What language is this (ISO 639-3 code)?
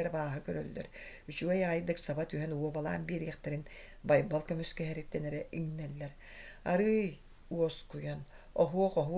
sah